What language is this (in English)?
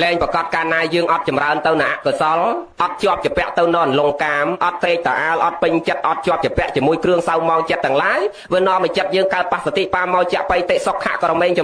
Khmer